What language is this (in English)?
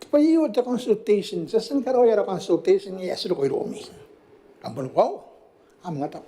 Gilbertese